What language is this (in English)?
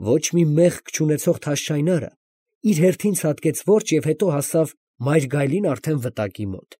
Armenian